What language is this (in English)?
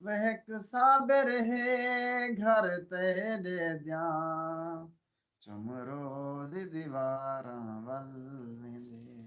Saraiki